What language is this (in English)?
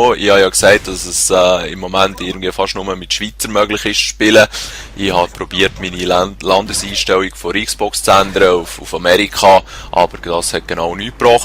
Swiss German